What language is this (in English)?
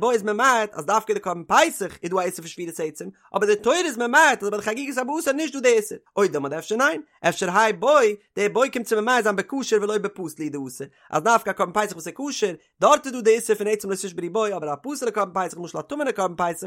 Yiddish